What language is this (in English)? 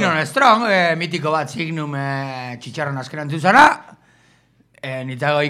Basque